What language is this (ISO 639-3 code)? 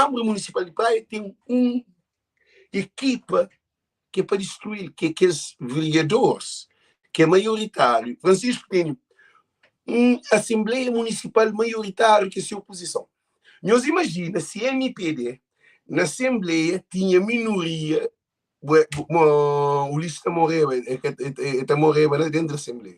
kea